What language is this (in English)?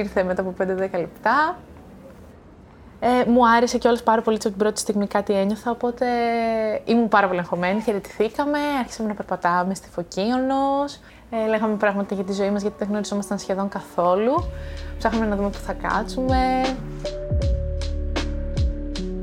Greek